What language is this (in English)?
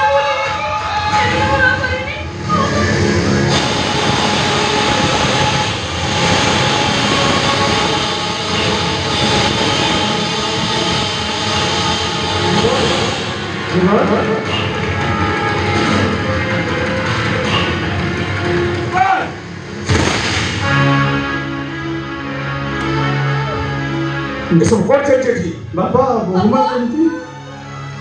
Odia